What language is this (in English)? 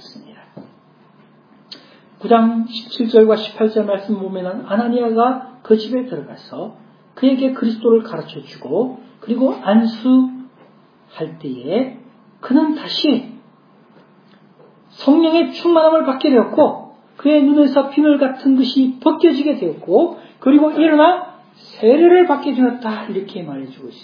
Korean